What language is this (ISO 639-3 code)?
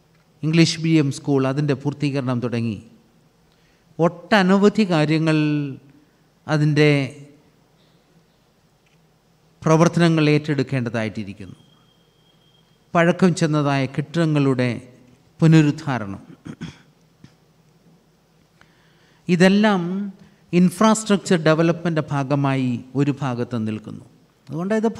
mal